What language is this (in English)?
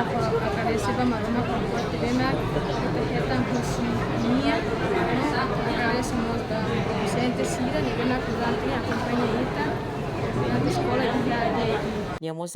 Tetum